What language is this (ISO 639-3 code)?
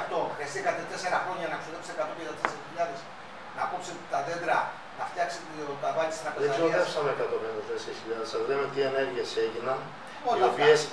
ell